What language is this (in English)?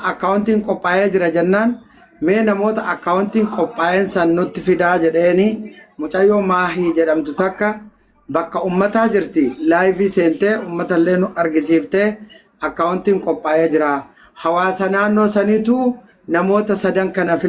Oromo